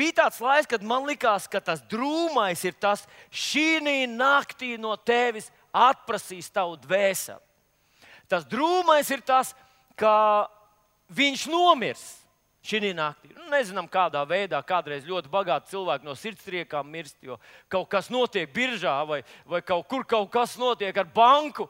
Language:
Latvian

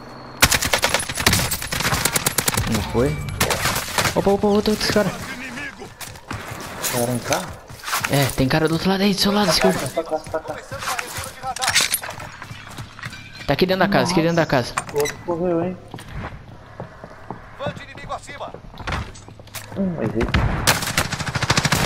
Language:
Portuguese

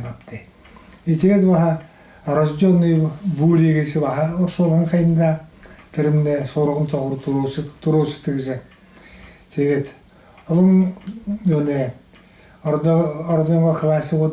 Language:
Buriat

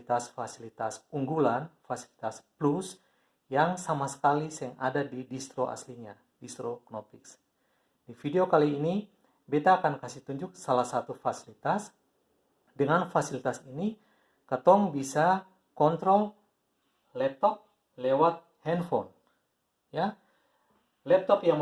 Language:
Ambonese Malay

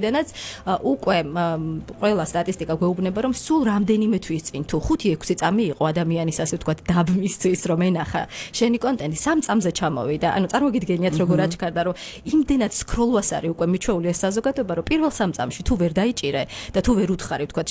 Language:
Georgian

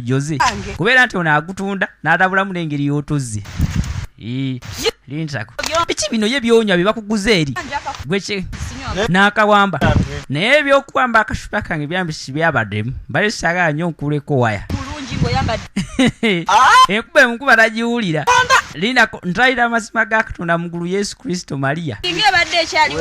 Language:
Ganda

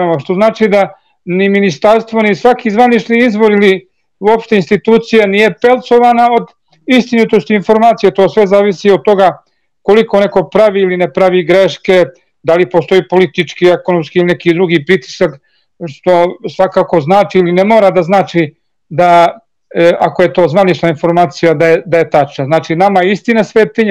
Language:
Serbian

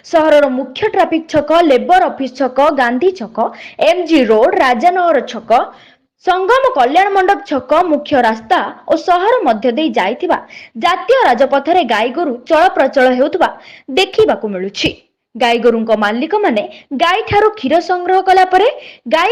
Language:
Odia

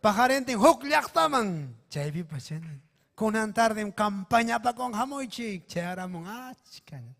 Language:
Ayacucho Quechua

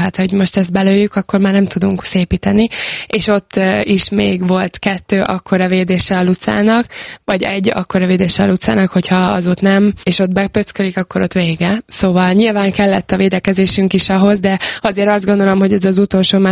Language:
Hungarian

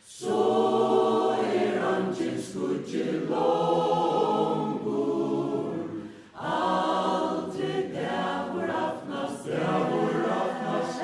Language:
Faroese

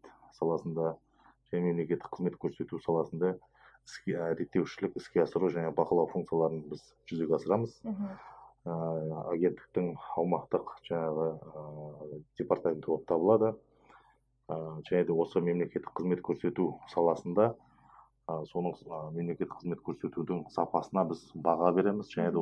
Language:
Kazakh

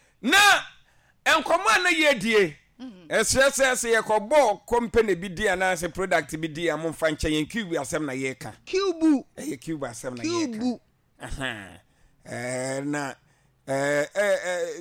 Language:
Akan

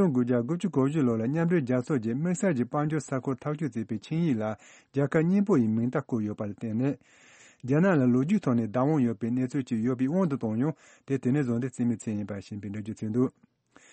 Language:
Tibetan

